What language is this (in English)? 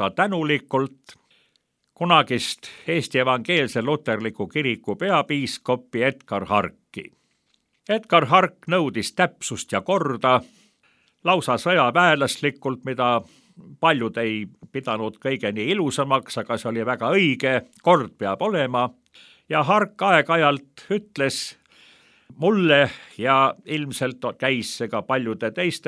Estonian